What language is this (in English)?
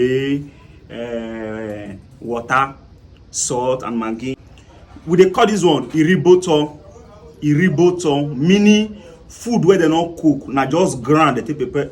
Nigerian Pidgin